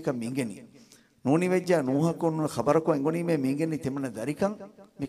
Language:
Divehi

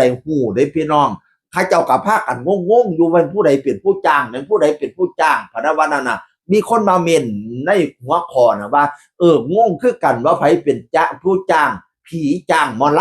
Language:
Northeastern Thai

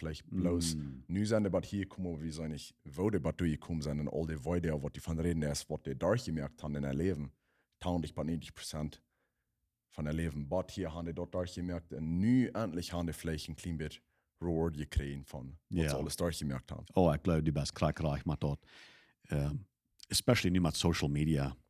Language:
Plautdietsch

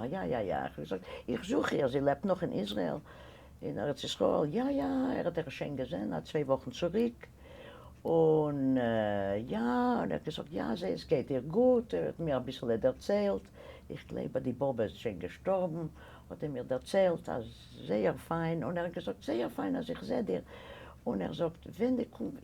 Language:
Yiddish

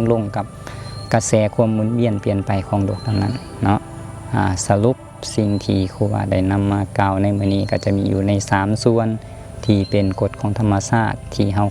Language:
Lao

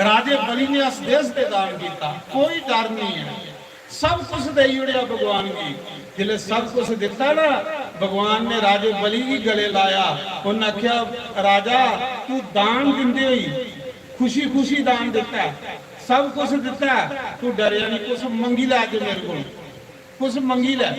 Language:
Dogri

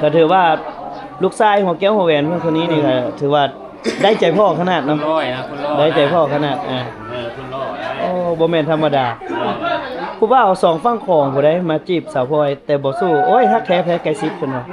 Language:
Lao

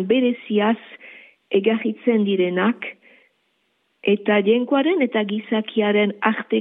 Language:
Basque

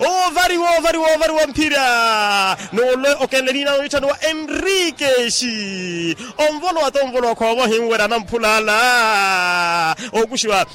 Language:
Makhuwa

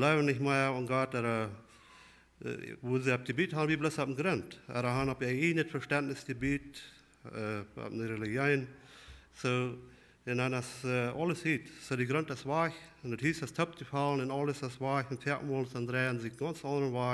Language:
Plautdietsch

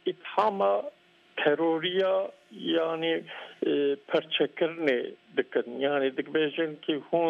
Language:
Kurdish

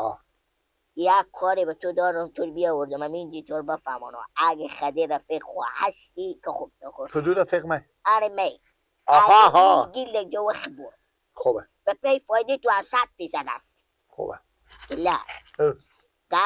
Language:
Persian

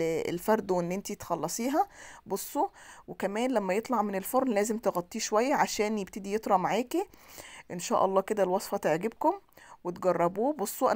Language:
Egyptian Arabic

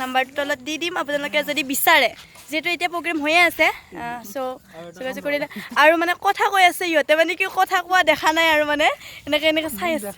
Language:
Assamese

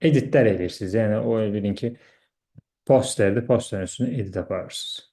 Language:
Azerbaijani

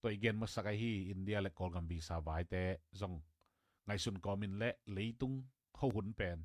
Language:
Tedim Chin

